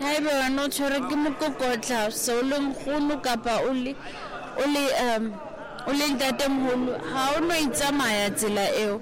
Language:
Southern Sotho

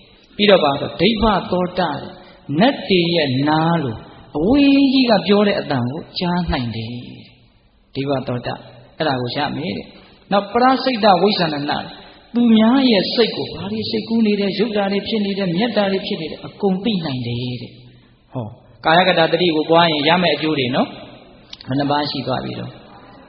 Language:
Burmese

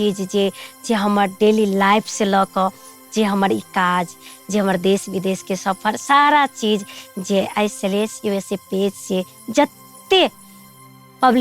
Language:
Maithili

